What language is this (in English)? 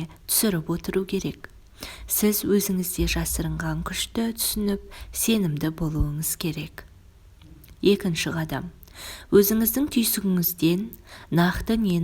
Kazakh